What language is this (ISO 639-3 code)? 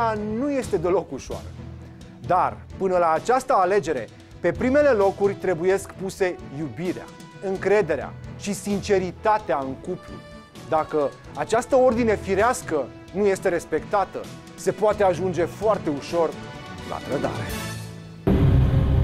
ron